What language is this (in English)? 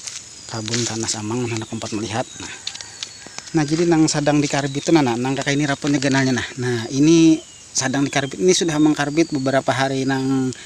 Banjar